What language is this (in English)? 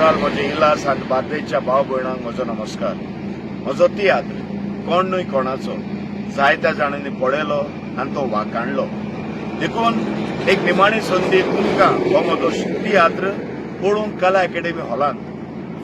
Konkani